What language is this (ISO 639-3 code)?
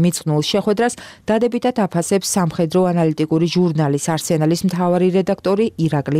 kat